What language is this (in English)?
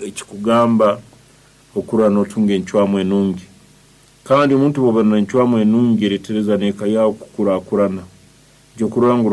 Nyoro